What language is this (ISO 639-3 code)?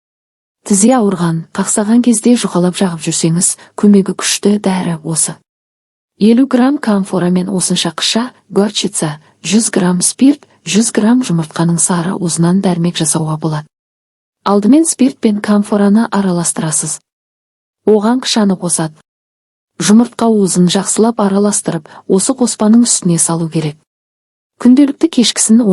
kaz